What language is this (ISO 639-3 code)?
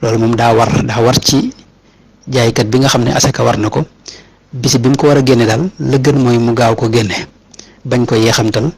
wol